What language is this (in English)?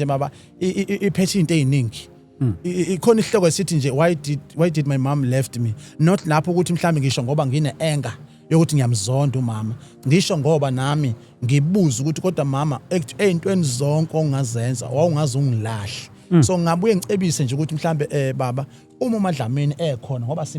Zulu